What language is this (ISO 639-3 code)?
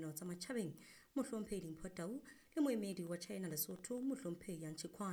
sot